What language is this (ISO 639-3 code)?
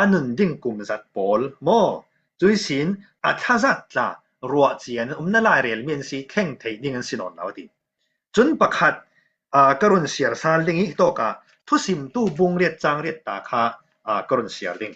cfm